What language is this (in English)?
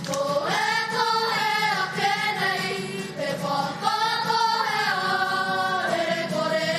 Māori